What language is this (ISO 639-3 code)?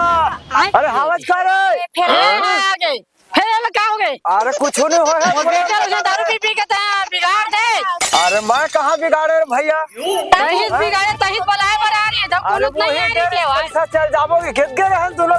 hne